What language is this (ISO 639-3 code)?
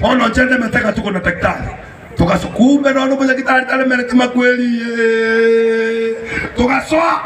guz